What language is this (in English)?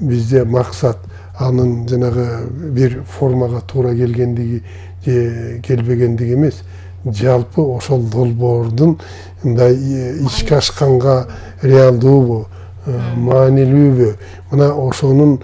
Kyrgyz